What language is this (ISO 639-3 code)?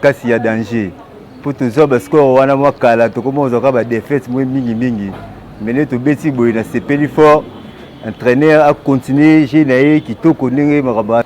lin